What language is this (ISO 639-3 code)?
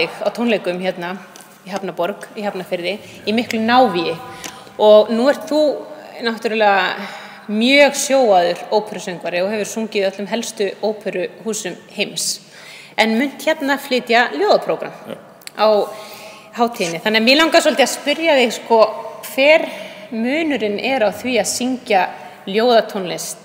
isl